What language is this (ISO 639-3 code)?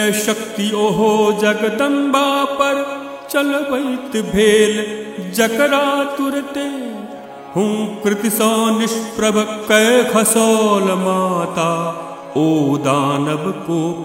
mai